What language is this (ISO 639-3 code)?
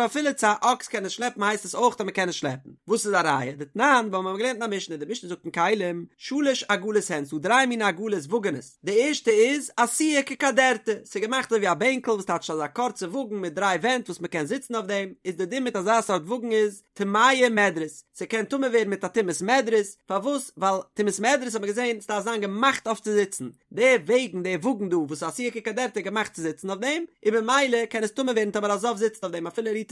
yid